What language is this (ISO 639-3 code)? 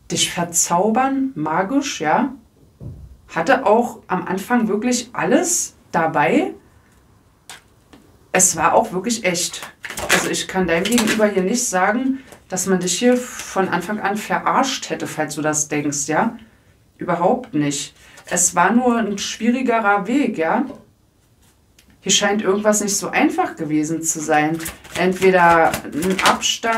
deu